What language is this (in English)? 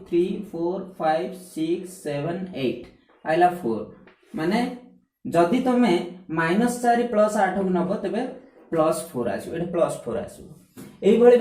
Odia